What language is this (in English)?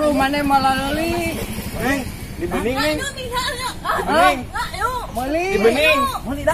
Sundanese